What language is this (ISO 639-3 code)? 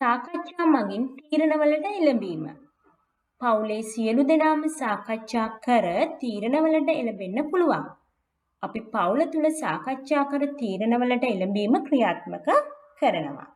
sin